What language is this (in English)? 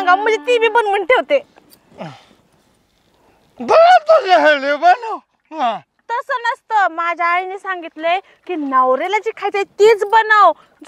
Marathi